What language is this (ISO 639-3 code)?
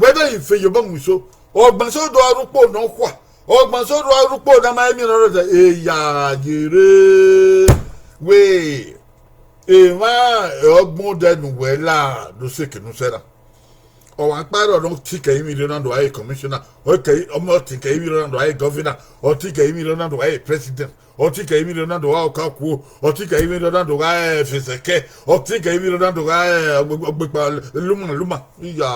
bin